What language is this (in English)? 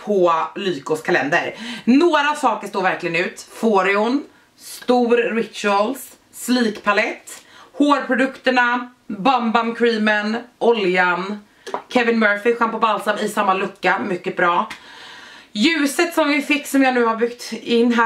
Swedish